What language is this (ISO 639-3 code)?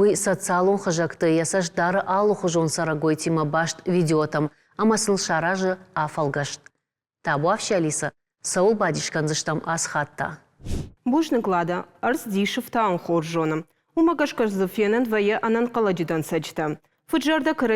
oss